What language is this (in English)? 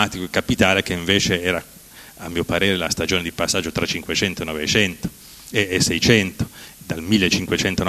Italian